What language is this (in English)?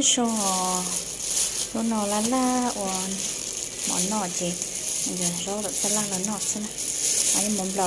Hmong